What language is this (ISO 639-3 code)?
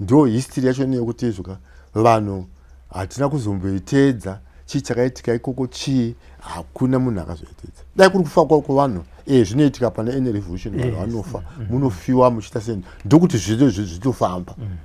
sna